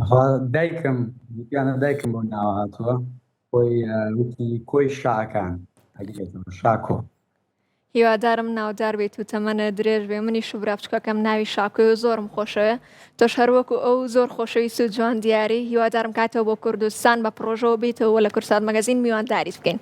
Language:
Central Kurdish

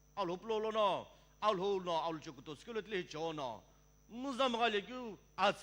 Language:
Sumi Naga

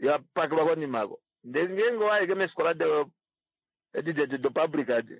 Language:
Kuanyama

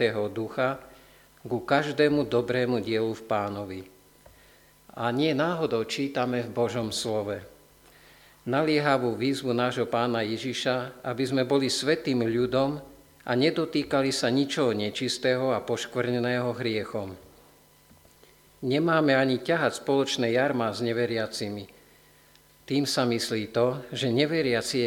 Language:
Slovak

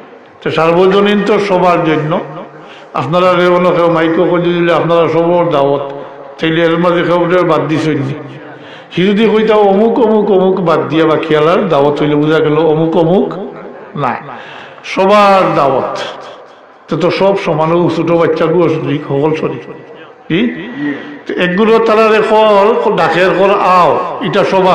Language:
Sylheti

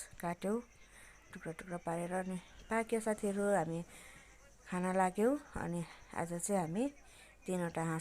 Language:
Nepali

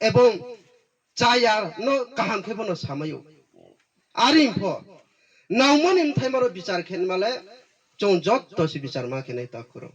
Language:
Riang (India)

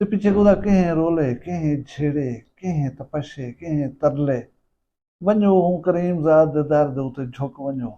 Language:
Saraiki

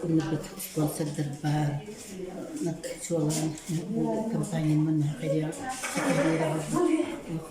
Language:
Yakut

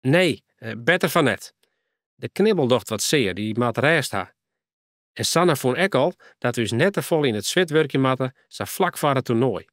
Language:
Western Frisian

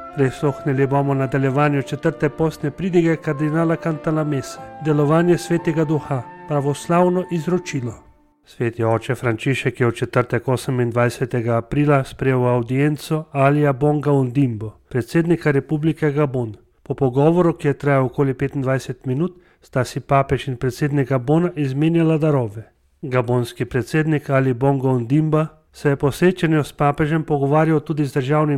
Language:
Slovenian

